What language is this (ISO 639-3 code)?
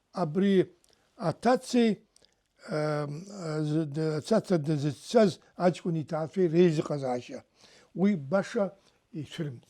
abk